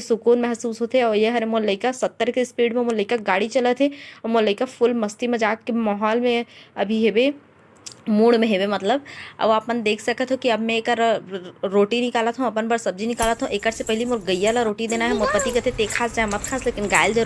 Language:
Chhattisgarhi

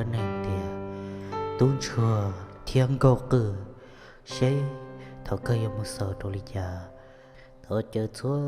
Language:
Hmong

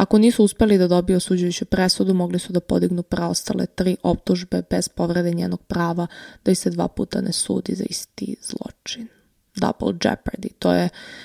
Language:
Serbian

